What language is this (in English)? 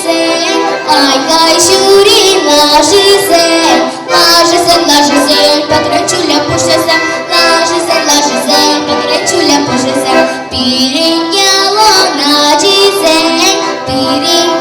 Chuvash